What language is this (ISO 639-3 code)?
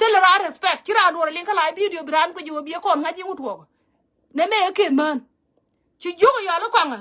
nus